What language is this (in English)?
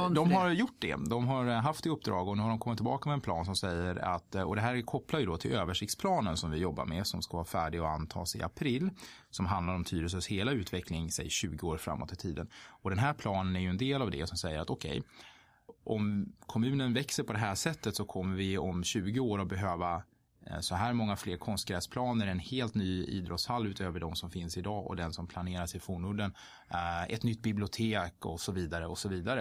Swedish